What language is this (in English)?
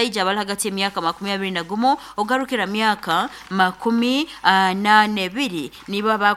Nyankole